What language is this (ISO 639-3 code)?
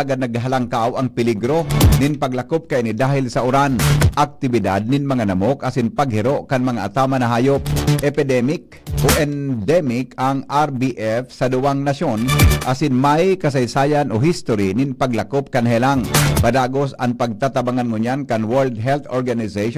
bik